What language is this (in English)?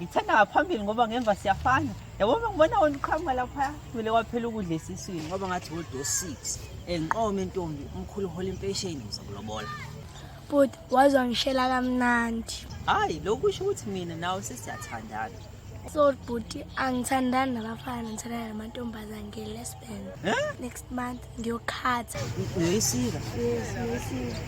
Zulu